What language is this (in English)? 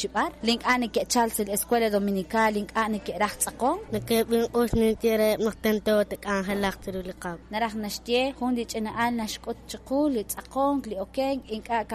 Kekchí